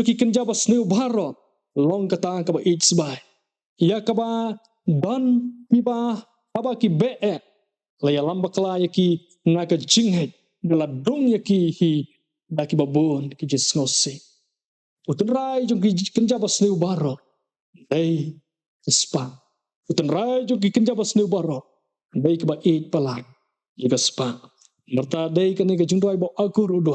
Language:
Khasi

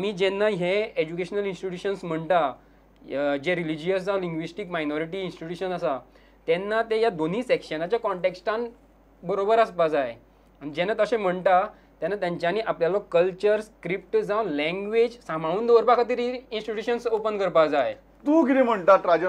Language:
Konkani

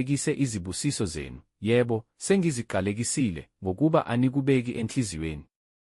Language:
Zulu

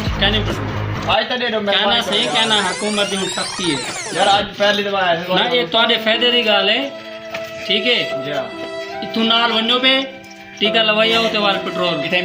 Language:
Saraiki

